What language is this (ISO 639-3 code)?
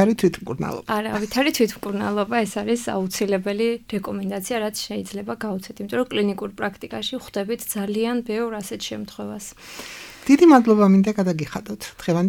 kat